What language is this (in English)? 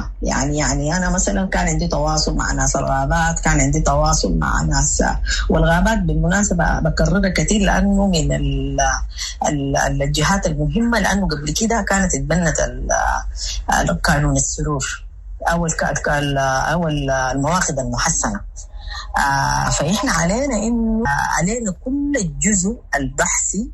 Sudanese Arabic